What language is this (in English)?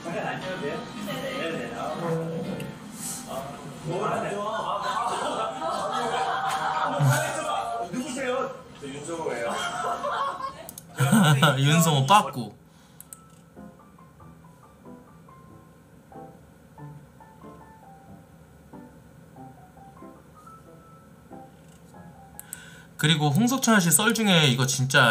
Korean